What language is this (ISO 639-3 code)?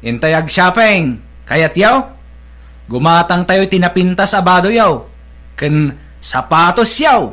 ilo